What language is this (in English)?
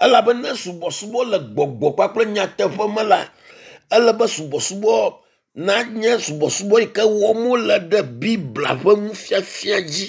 Ewe